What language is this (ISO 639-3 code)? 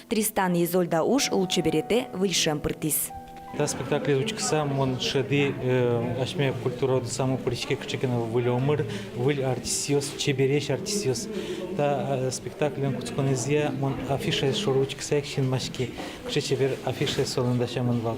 udm